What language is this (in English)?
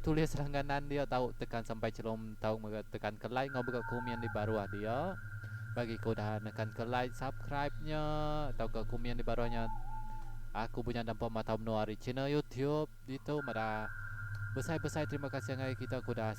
Iban